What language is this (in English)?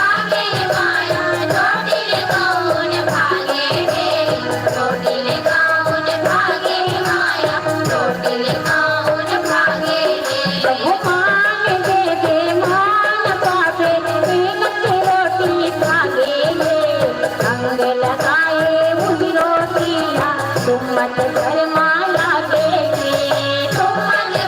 Chhattisgarhi